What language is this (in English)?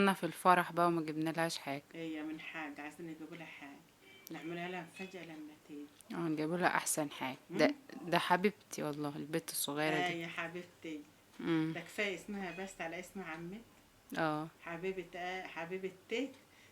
Egyptian Arabic